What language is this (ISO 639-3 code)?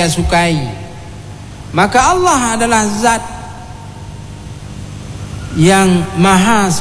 ind